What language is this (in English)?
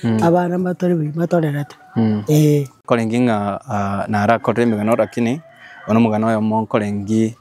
Gusii